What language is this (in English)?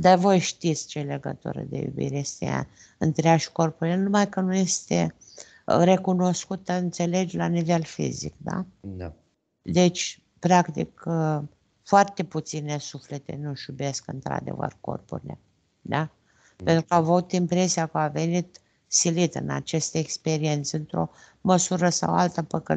Romanian